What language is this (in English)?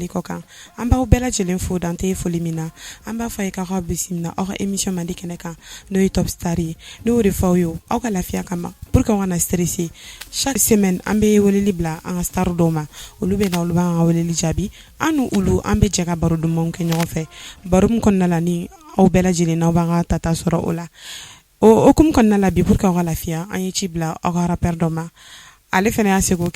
Bambara